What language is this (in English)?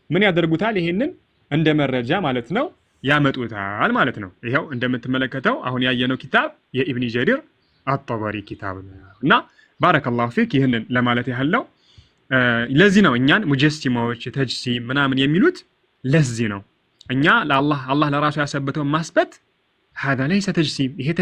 Amharic